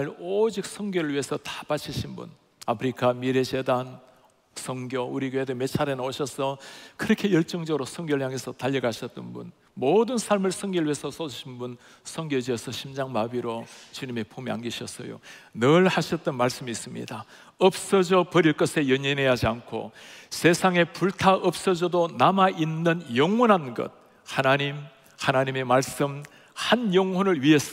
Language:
Korean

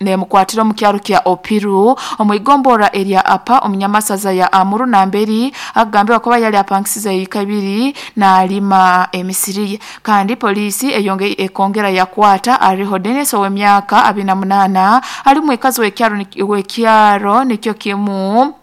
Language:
Nyoro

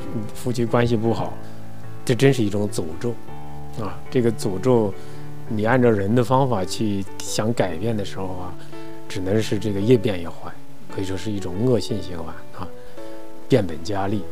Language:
Chinese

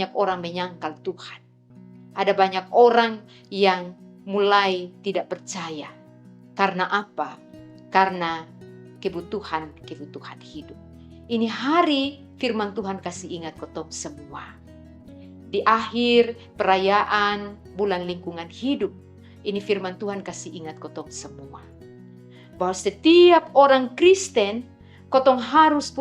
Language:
Kupang Malay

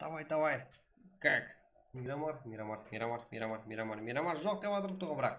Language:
Kara-Kalpak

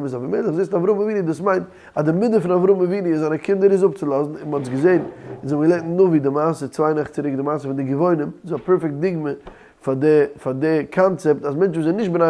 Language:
Yiddish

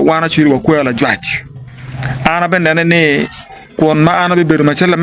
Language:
Acoli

